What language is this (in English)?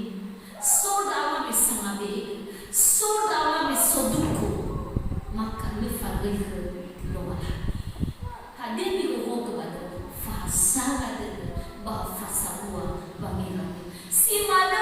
Nias